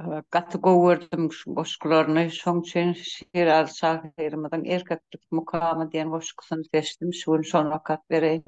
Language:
Turkmen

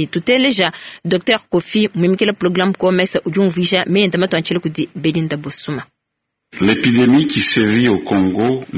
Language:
Luba-Lulua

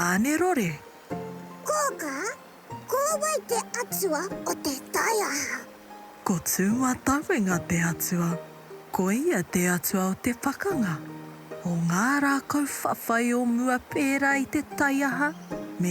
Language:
Māori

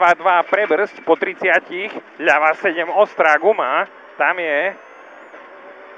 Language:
Slovak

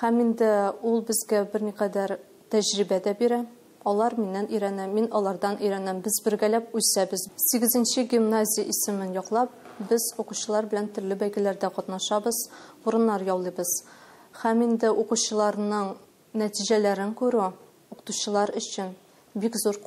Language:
Tatar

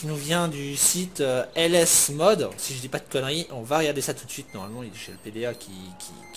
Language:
French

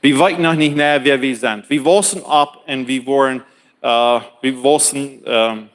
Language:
Plautdietsch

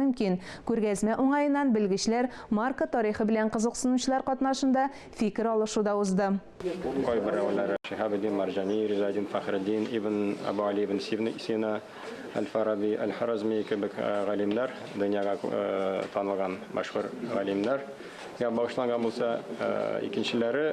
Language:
Tatar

